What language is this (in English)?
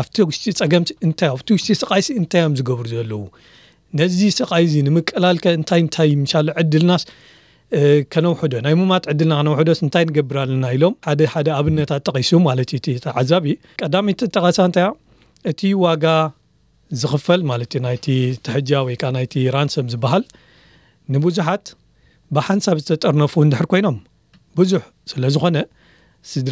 Tigrinya